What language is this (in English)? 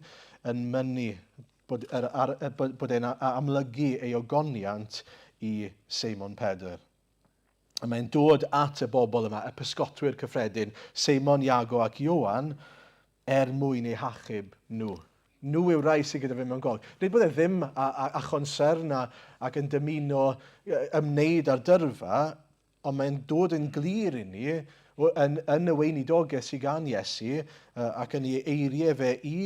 Welsh